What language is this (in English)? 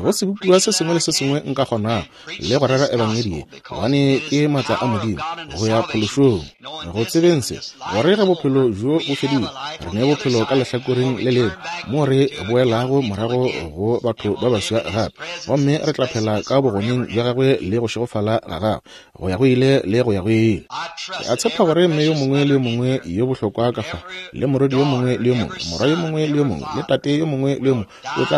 Northern Sotho